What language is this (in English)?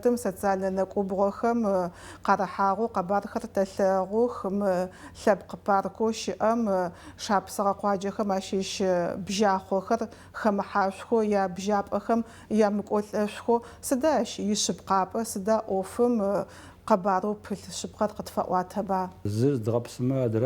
Adyghe